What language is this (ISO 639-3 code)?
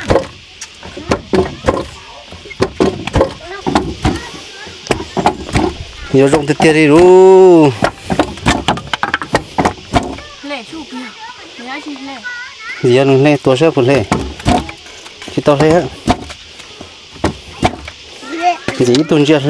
vie